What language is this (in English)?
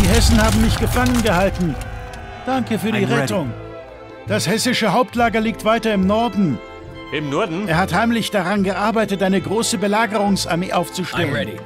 Bavarian